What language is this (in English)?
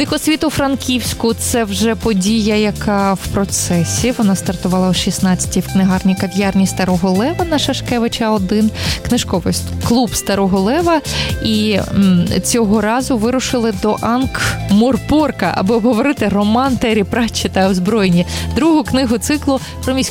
Ukrainian